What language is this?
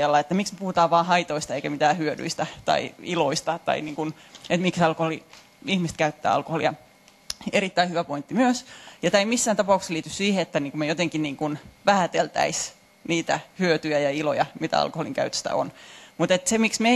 Finnish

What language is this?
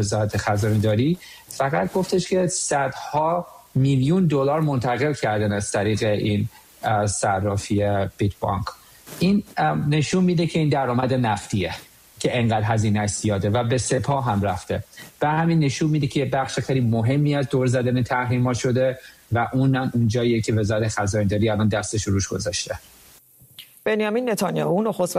Persian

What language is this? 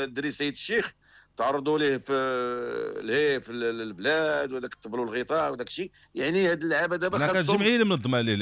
Moroccan Arabic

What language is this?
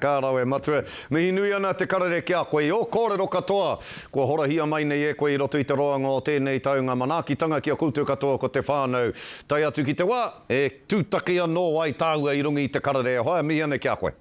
Māori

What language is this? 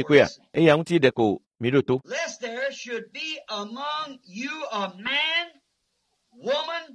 Ewe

